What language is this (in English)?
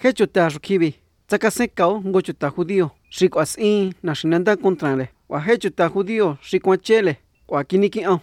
Basque